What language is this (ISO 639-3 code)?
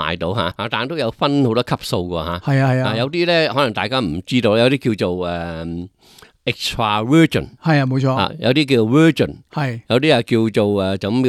yue